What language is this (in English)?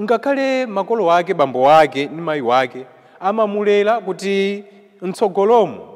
Nyanja